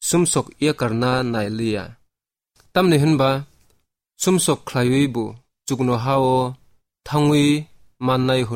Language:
Kok Borok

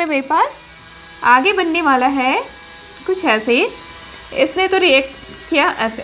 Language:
Hindi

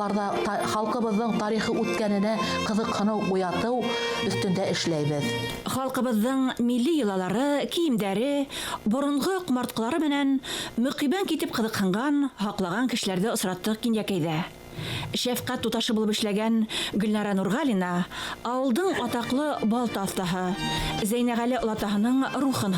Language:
Bashkir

